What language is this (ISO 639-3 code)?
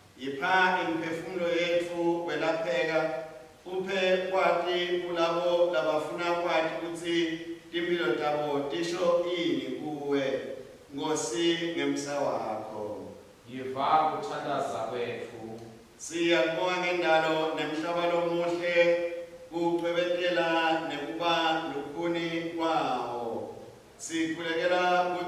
ssw